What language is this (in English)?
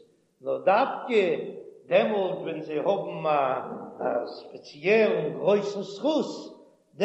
Yiddish